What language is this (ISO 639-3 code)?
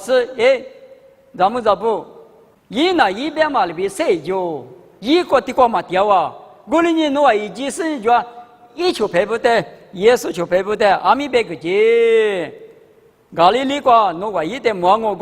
lis